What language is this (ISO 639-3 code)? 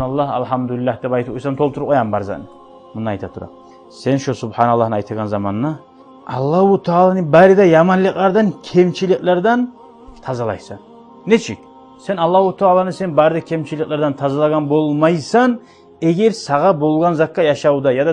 kum